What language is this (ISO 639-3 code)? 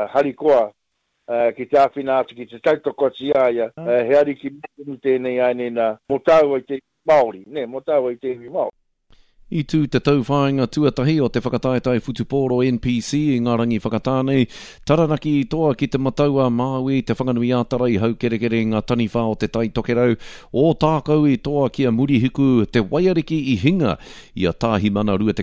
mri